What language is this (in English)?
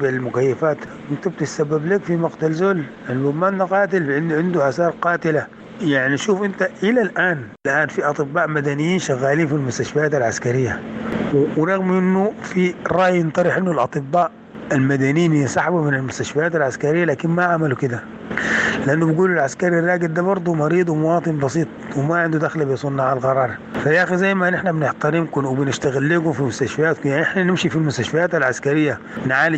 Sudanese Arabic